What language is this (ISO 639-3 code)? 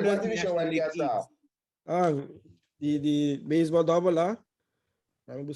pap